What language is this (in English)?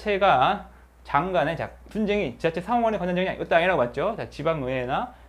Korean